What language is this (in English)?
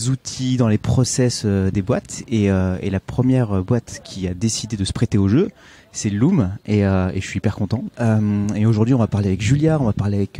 French